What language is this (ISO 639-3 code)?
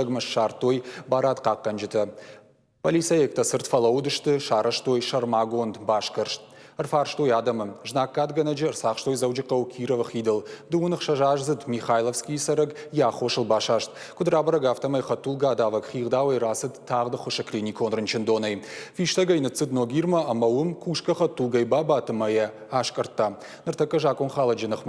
oss